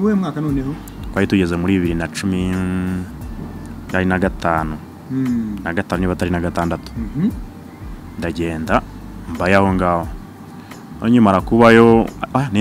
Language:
Kinyarwanda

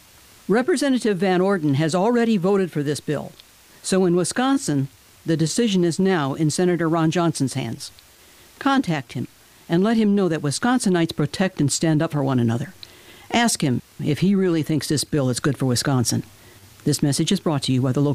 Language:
English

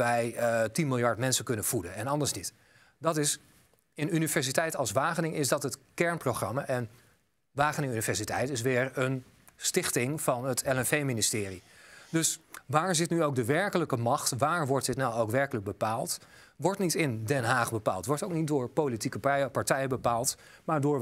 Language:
Dutch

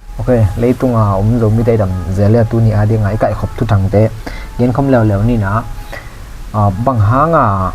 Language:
Tedim Chin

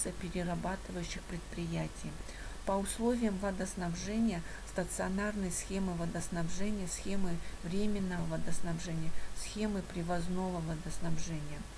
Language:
Russian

